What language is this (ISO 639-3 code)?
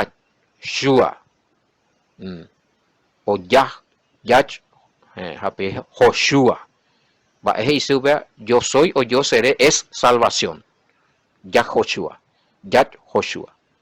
grn